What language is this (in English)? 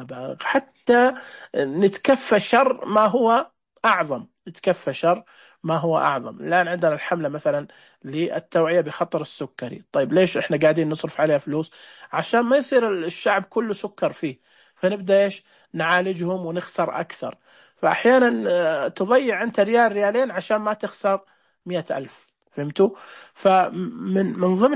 Najdi Arabic